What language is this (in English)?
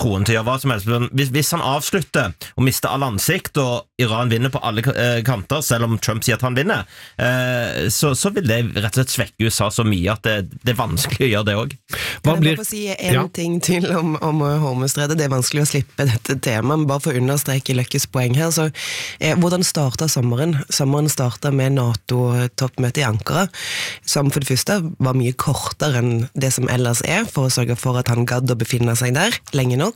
Norwegian